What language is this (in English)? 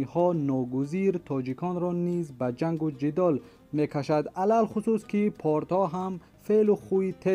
Tajik